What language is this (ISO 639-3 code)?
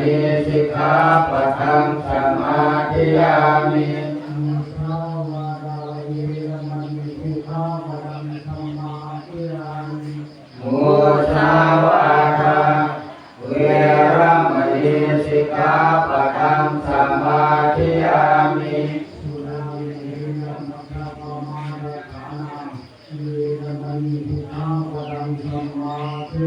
pli